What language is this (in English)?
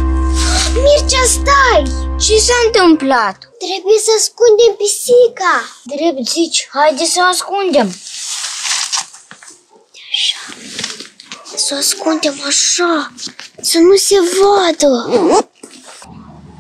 Romanian